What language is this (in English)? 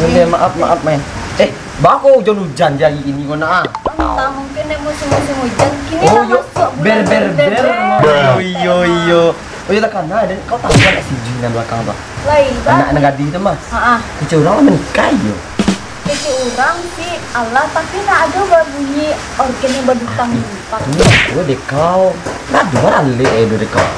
Minangkabau